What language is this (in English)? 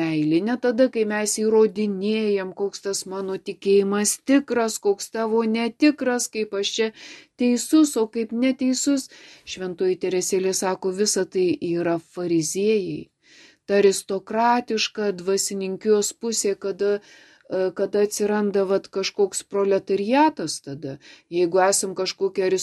Lithuanian